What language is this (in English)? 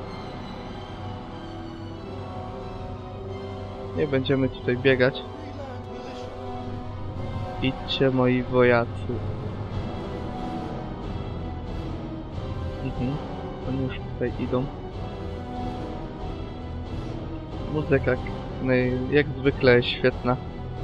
Polish